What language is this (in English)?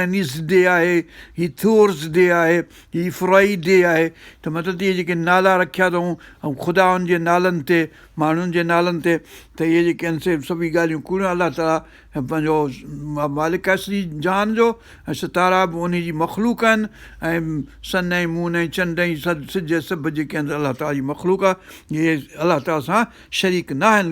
Sindhi